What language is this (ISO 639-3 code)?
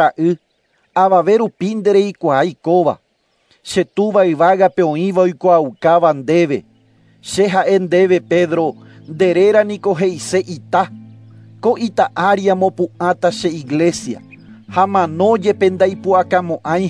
grn